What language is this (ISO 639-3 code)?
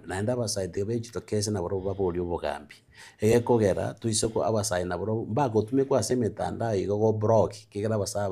guz